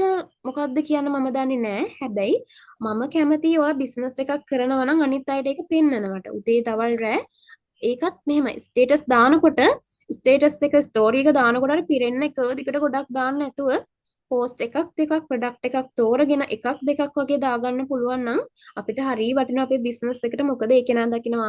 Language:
Sinhala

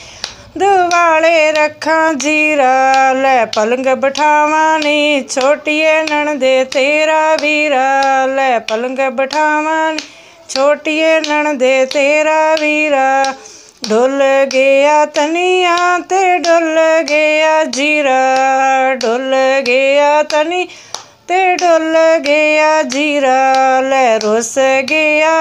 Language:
Punjabi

